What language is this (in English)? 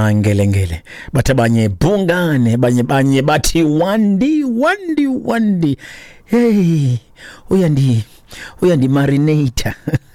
Xhosa